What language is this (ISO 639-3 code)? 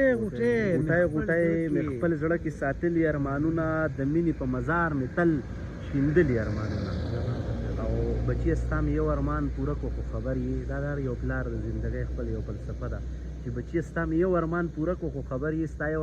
pus